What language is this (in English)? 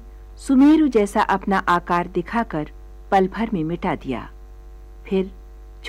Hindi